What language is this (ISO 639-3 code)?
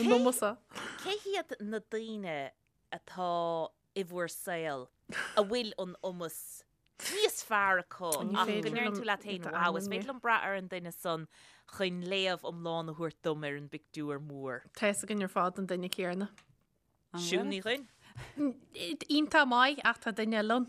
gle